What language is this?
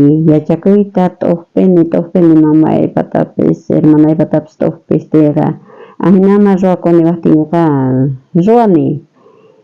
South Bolivian Quechua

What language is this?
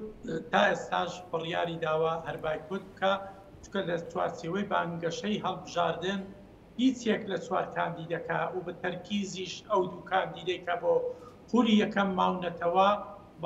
Central Kurdish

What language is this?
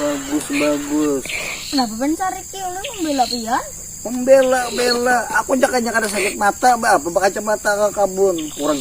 Banjar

